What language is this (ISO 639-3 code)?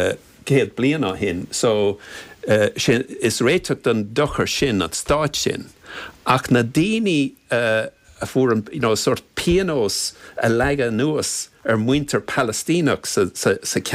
gle